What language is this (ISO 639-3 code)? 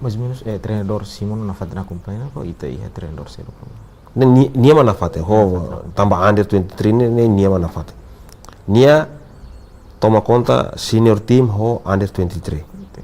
tet